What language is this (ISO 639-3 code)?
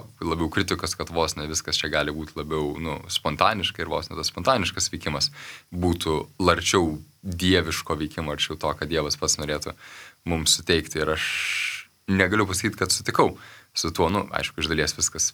lit